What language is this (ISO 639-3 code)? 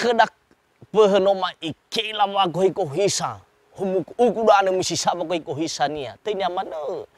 nia